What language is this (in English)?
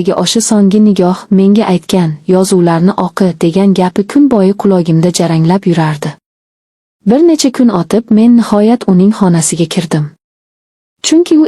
Uzbek